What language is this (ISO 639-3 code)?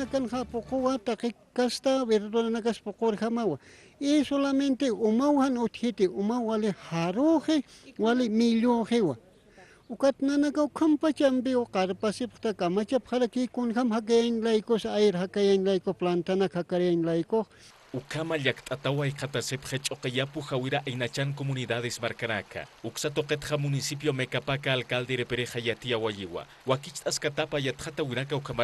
aym